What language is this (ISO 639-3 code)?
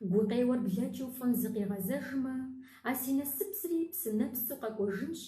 kbd